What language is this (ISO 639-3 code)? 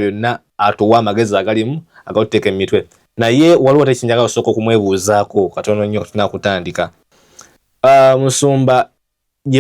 lug